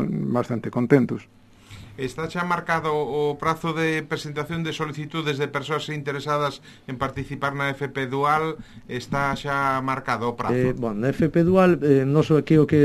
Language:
Galician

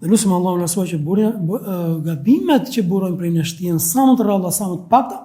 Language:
Albanian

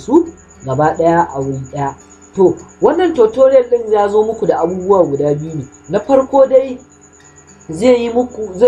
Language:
Hausa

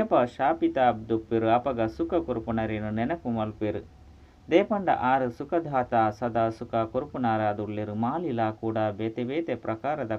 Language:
Tulu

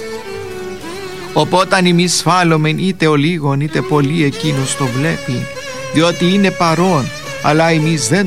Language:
Greek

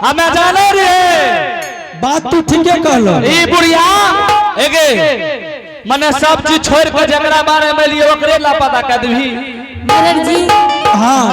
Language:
Angika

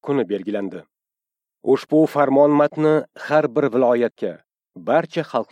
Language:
Uzbek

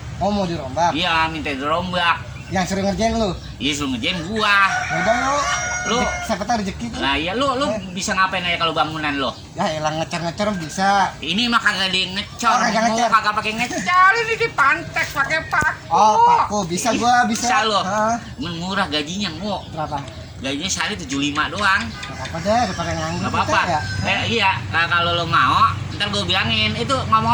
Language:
Betawi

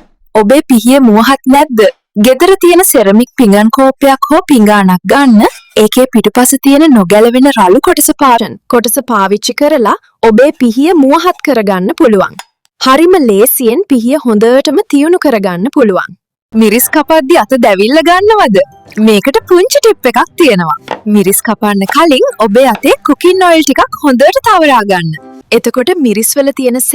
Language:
Sinhala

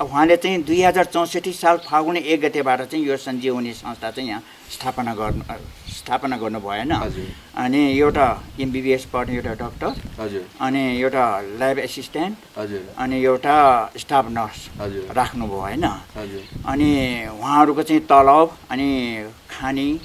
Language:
Nepali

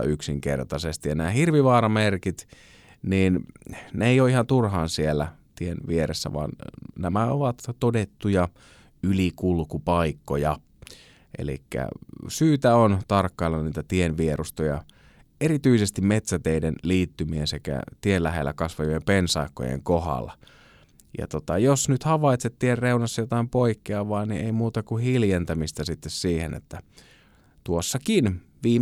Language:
Finnish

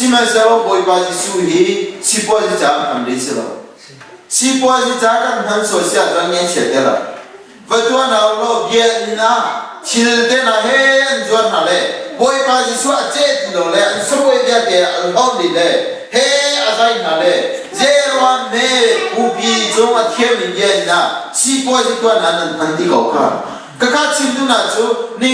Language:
Hakha Chin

